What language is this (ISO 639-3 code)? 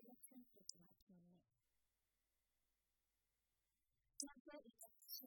hin